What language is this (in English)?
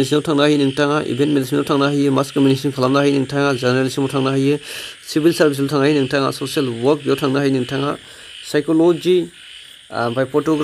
Bodo